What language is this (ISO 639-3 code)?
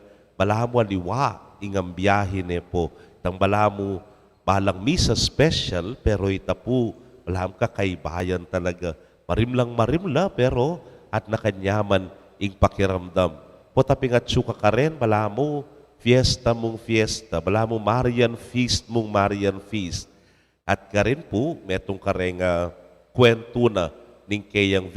pam